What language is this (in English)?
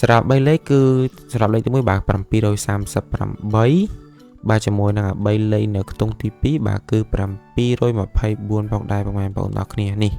Khmer